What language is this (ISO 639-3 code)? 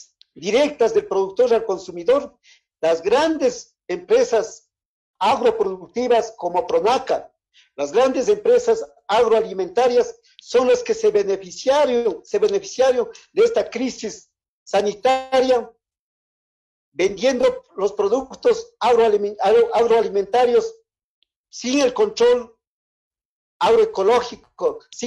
spa